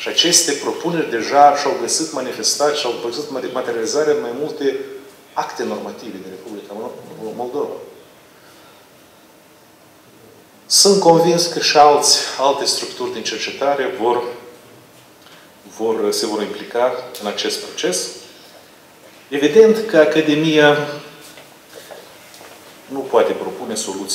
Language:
Romanian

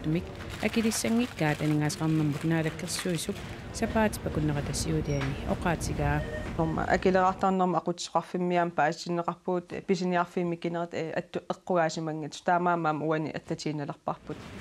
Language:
Kalaallisut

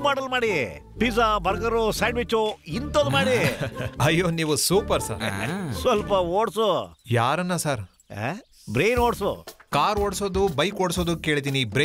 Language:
Kannada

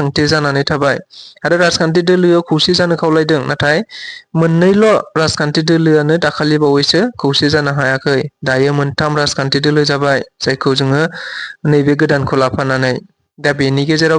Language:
Bodo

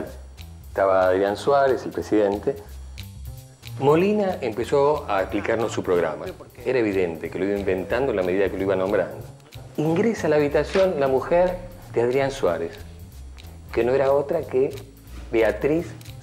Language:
Spanish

